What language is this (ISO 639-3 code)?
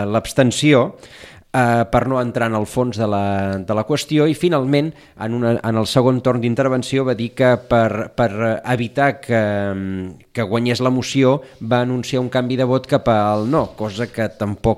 cat